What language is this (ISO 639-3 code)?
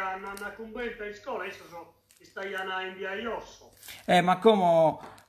srd